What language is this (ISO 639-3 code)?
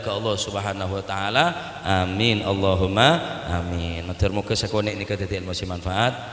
mad